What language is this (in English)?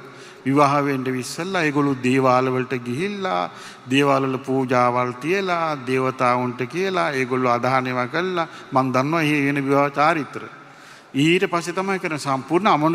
Sinhala